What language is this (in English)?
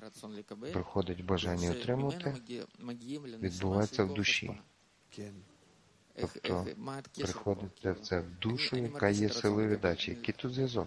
Ukrainian